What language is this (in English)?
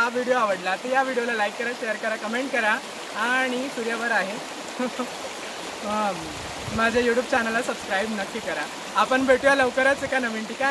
Marathi